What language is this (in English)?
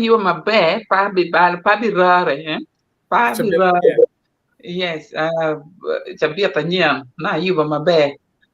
Acoli